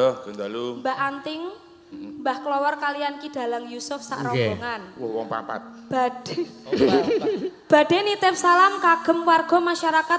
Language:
Javanese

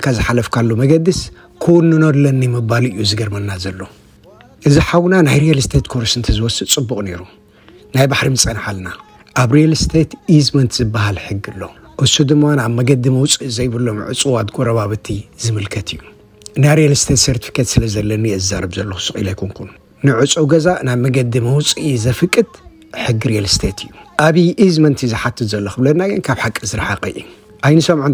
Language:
Tigrinya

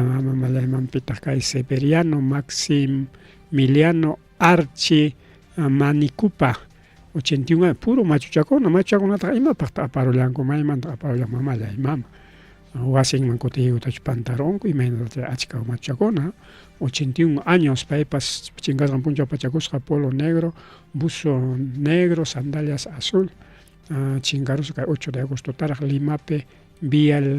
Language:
Ayacucho Quechua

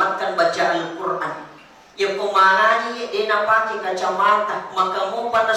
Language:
Buginese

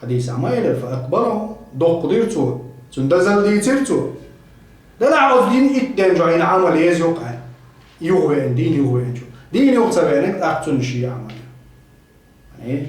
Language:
Chechen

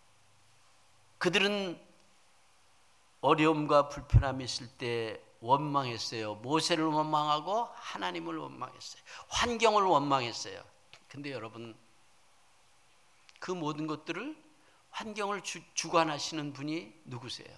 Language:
Korean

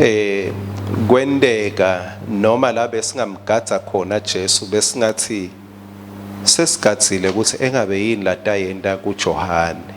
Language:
Swati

